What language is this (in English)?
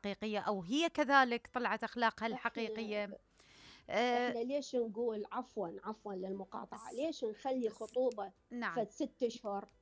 Mesopotamian Arabic